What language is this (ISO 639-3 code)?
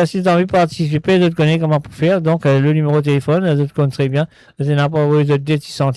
mfe